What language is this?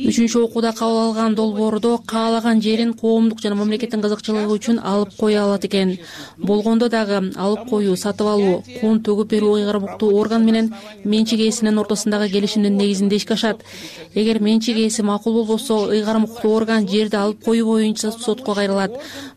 Kyrgyz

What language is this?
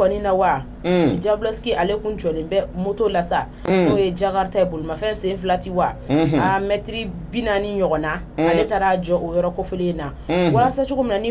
Bambara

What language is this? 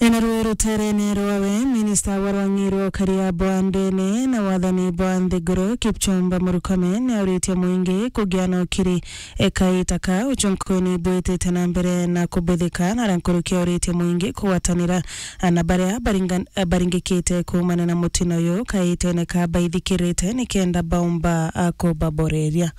Meru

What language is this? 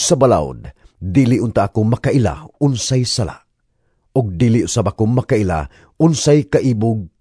Cebuano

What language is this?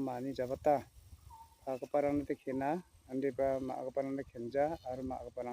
Garo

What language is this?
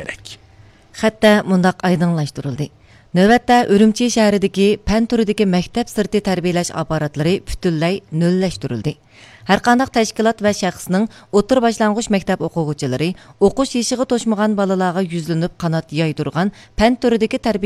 Uyghur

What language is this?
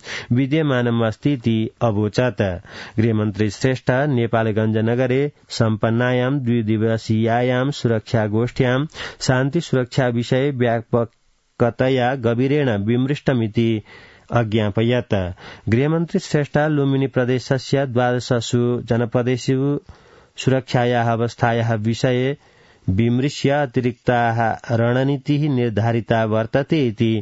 Sanskrit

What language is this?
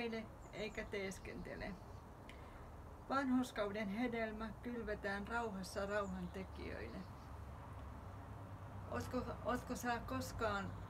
Finnish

